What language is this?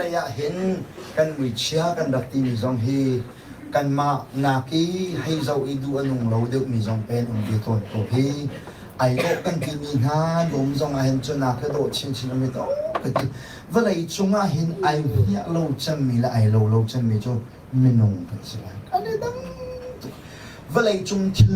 Hakha Chin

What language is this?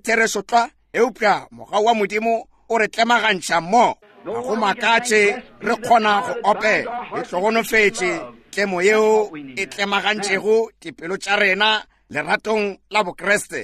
Northern Sotho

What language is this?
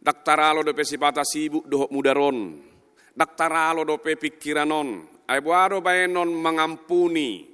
Batak Toba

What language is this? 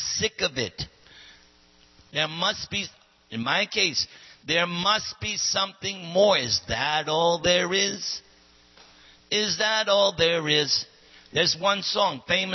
English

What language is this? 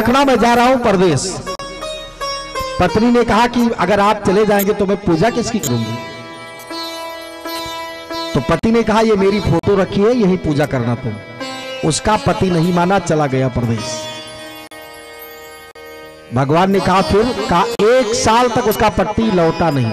Hindi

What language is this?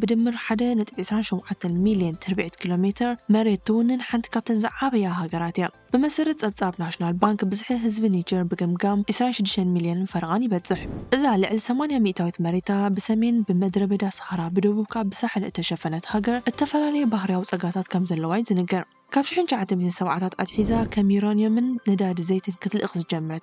Tigrinya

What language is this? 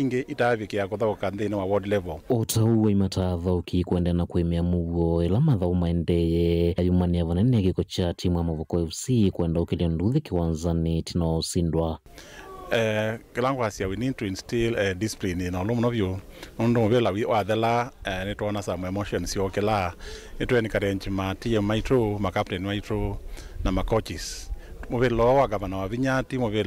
Kamba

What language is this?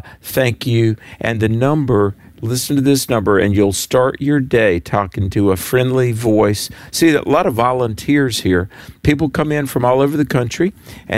English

